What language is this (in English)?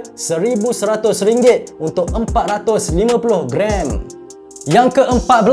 Malay